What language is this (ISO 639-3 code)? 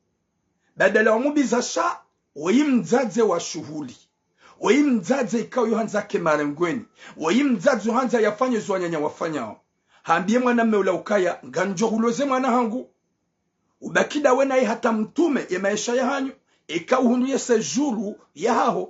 zdj